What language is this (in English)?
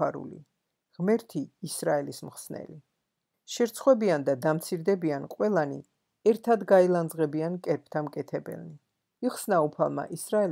Georgian